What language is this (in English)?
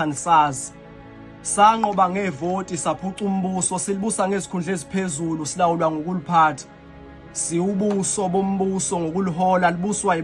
Zulu